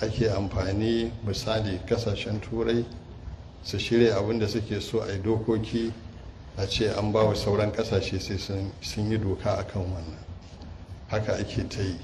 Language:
Hausa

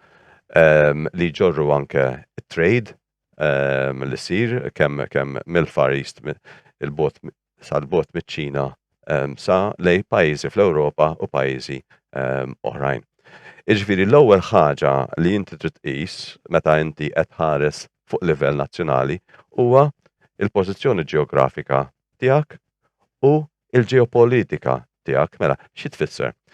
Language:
Maltese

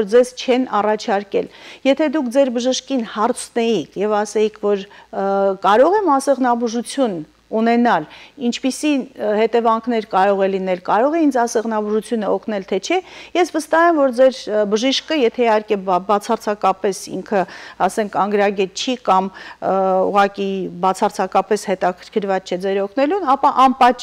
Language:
Armenian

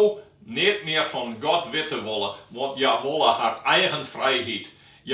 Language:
Western Frisian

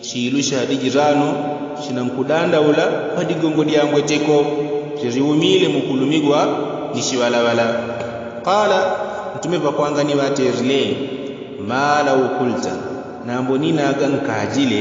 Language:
Yao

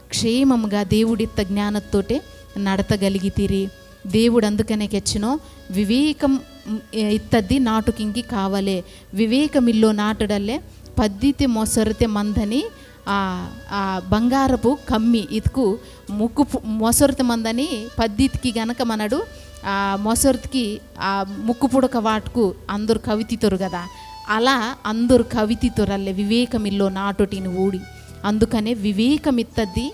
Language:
Koya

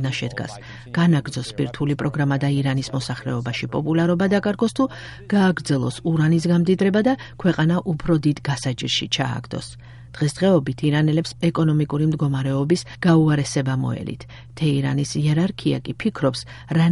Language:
Georgian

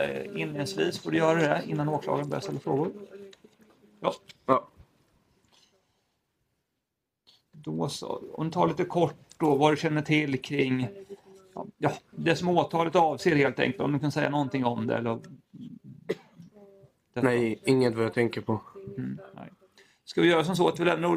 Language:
Swedish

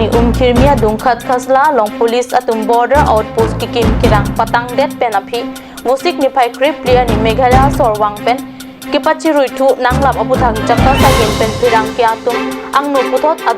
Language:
Karbi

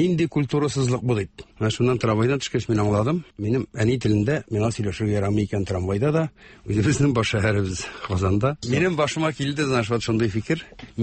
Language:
Tatar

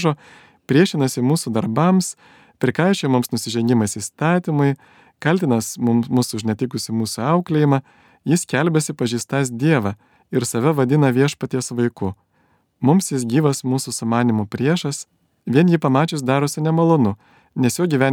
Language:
Lithuanian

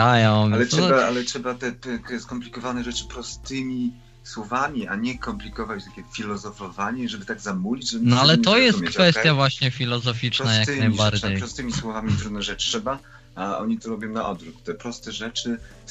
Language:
Polish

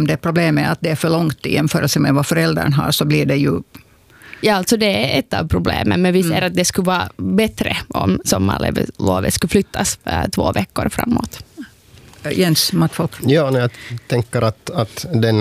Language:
Swedish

